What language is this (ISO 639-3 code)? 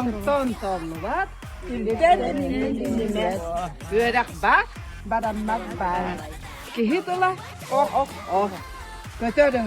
sah